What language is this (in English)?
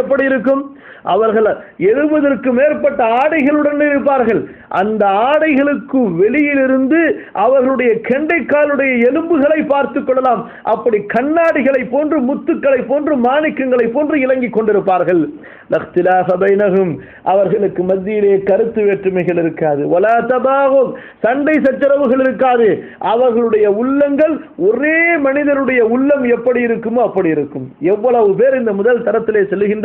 Tamil